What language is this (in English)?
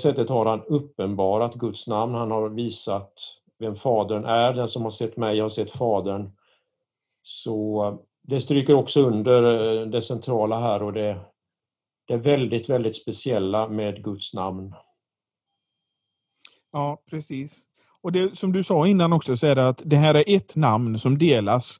Swedish